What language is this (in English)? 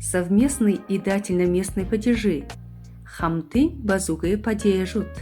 Buriat